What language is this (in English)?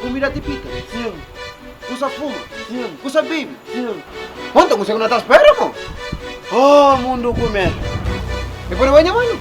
Kabuverdianu